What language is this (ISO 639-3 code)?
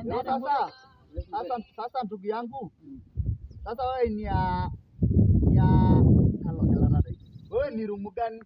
mas